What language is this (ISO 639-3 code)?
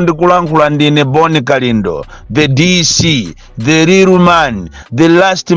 nya